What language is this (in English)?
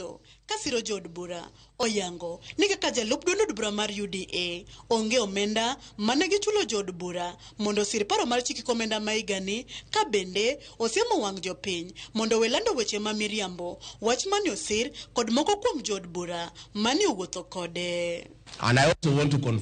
Luo (Kenya and Tanzania)